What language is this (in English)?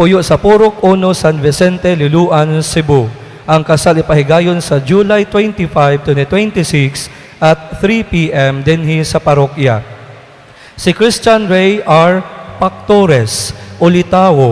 Cebuano